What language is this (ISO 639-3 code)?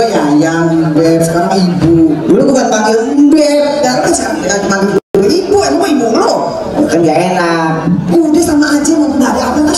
bew